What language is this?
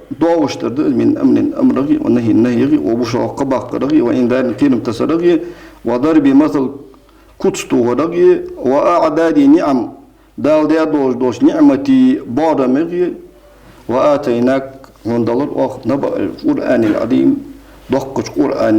Ingush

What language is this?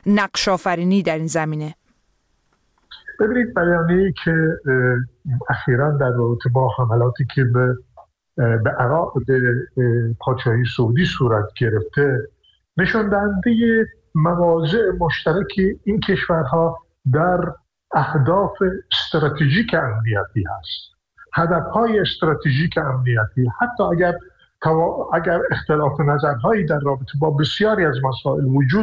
Persian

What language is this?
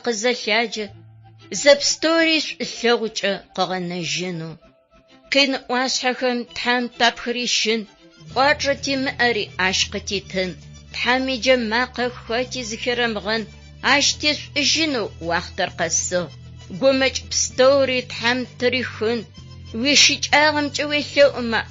Adyghe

